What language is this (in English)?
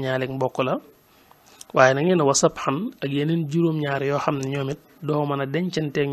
Wolof